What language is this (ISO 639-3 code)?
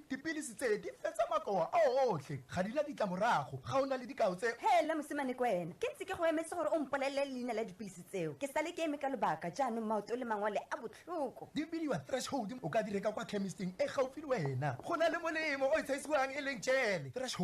tsn